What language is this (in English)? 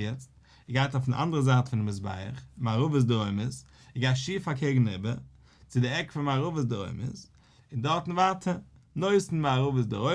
Yiddish